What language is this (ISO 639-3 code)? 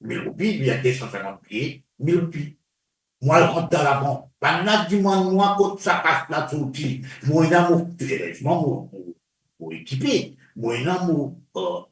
mfe